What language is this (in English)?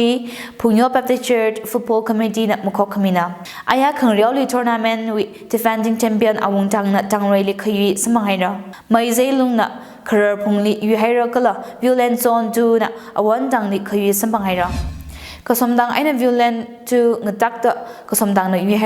Tangkhul Naga (India)